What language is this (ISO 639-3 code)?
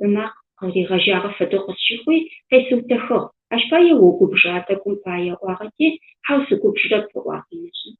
ady